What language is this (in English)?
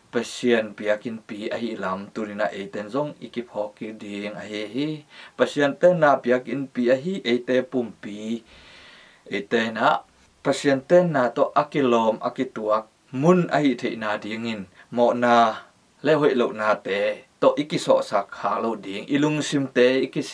Tedim Chin